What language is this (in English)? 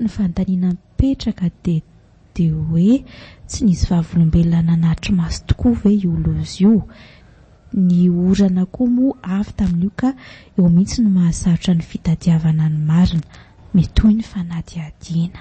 Malagasy